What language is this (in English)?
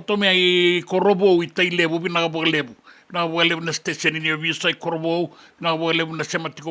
Fijian